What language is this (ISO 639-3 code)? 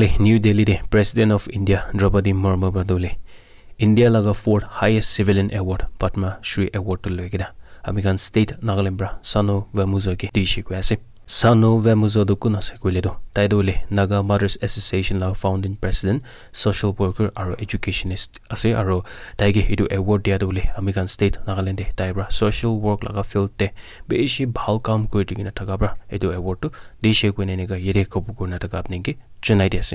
nag